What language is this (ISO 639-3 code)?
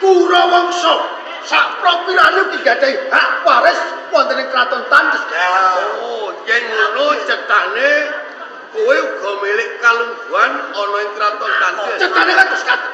jav